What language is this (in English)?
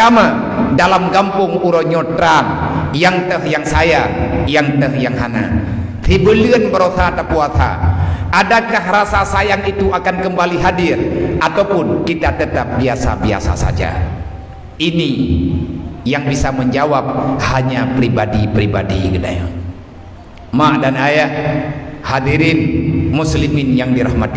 Achinese